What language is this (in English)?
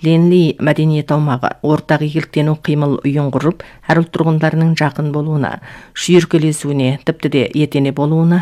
Kazakh